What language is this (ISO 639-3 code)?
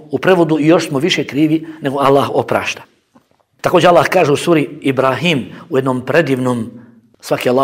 bos